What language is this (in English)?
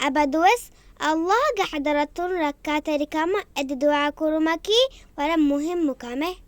Divehi